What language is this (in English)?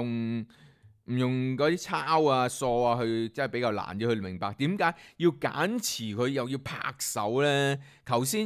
Cantonese